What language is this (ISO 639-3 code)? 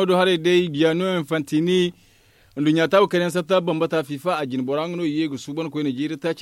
dje